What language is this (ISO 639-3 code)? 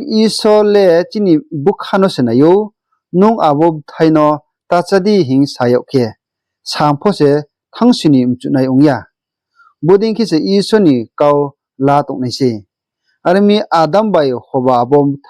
ria